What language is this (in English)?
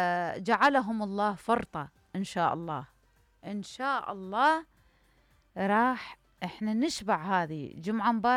Mesopotamian Arabic